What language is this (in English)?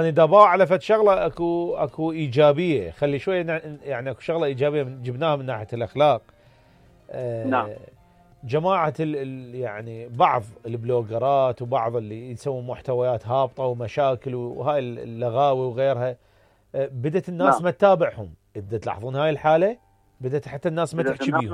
Mesopotamian Arabic